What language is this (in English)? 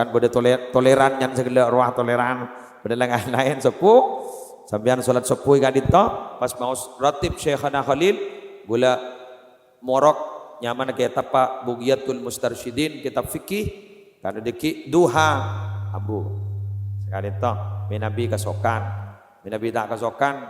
Madurese